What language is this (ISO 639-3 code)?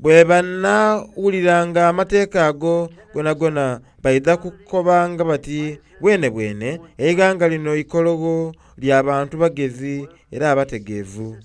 xog